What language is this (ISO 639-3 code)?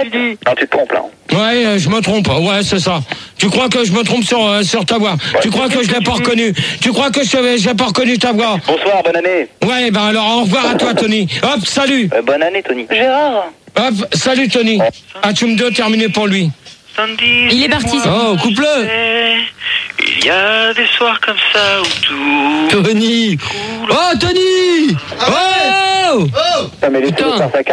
fra